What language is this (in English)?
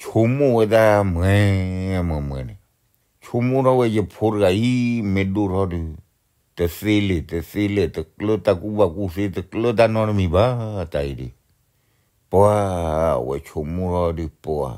S'gaw Karen